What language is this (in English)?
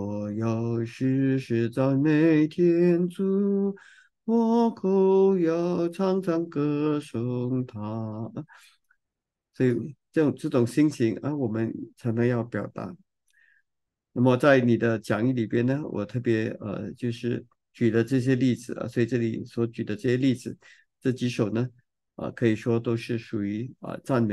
Chinese